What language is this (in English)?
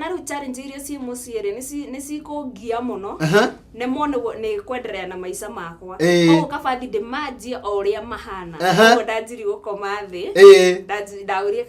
Kikuyu